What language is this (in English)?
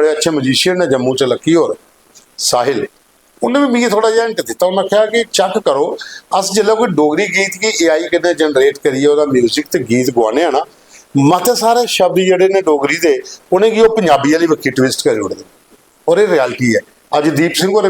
Dogri